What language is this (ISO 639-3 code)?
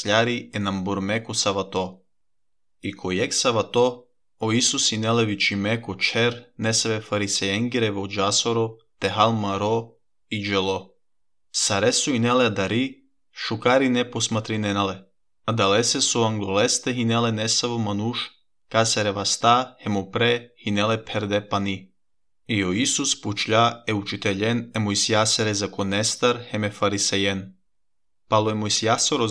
srp